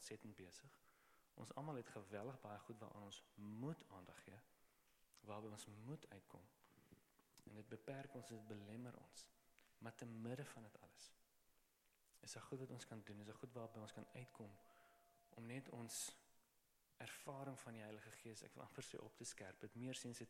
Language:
Afrikaans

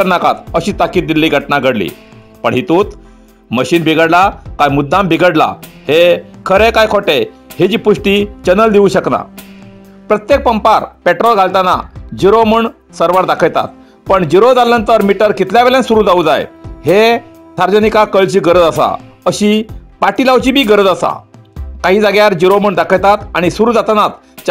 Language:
Konkani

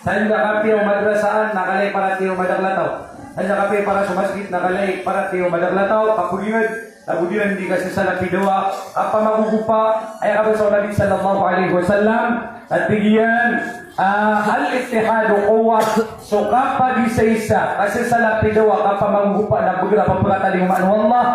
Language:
Maranao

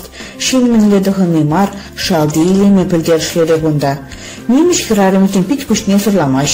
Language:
Chuvash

